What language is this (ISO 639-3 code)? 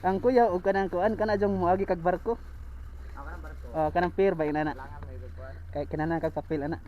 ceb